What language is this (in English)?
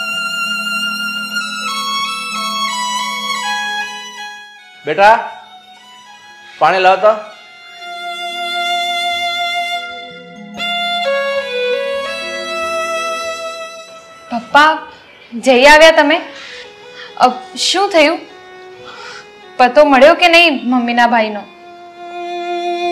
Gujarati